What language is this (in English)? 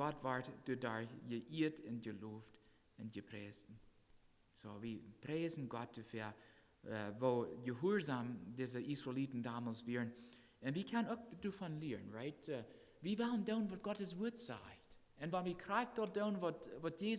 Plautdietsch